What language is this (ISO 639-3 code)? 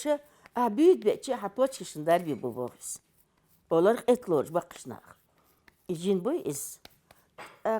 che